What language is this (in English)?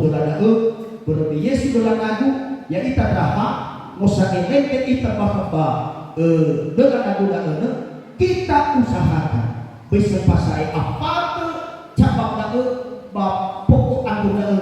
Nias